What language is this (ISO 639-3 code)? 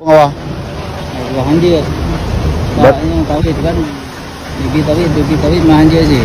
ace